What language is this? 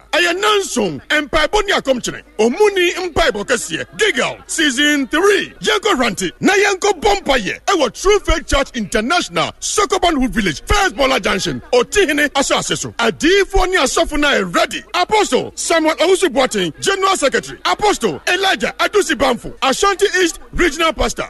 Akan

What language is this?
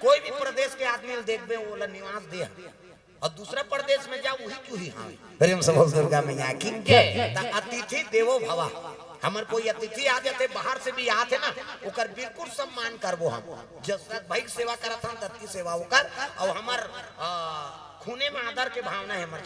Chhattisgarhi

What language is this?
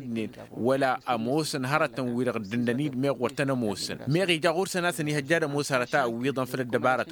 Tamasheq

